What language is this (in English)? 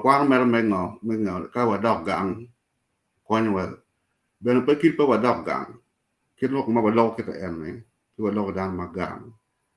Acoli